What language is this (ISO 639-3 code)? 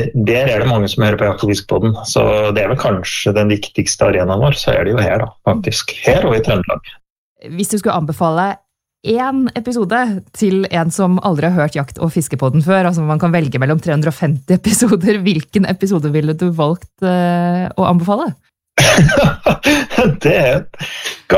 nor